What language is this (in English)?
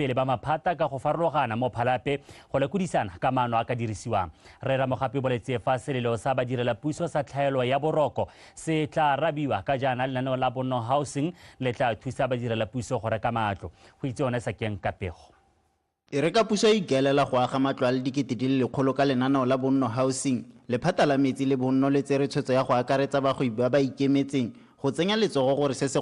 Tswana